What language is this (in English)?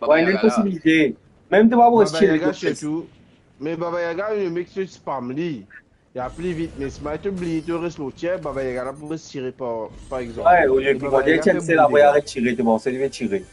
Morisyen